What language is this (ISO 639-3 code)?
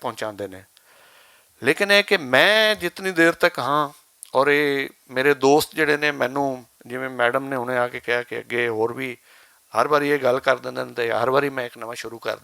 lah